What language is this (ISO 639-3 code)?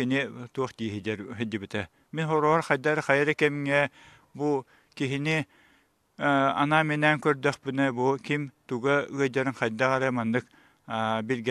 sah